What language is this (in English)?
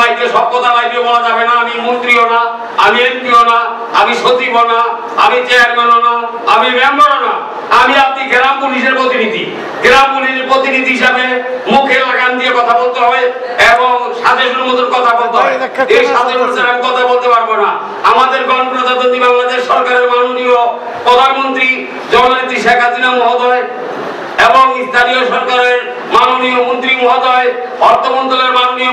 Bangla